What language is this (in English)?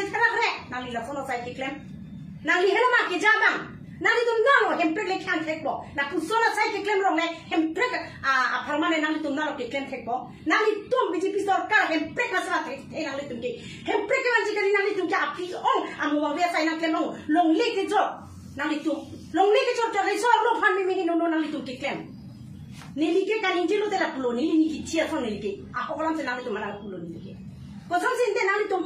Karbi